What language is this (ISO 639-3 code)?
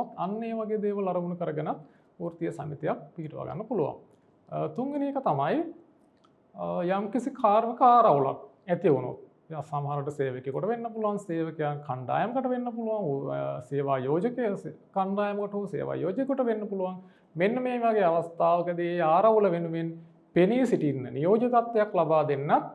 sin